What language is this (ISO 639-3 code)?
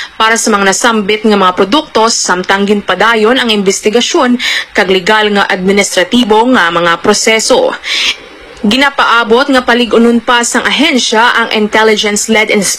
hil